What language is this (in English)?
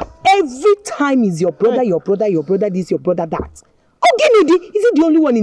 Nigerian Pidgin